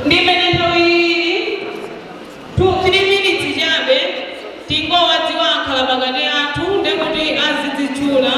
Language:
Nyanja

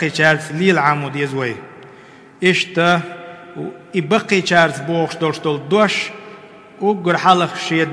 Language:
Chechen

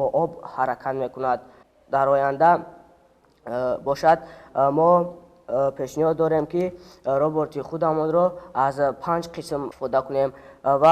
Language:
Tajik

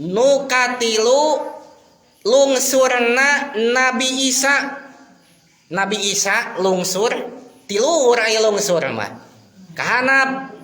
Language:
Sundanese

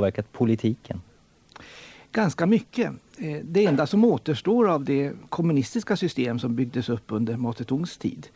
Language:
Swedish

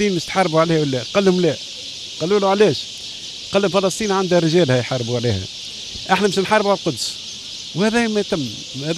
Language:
Tunisian Arabic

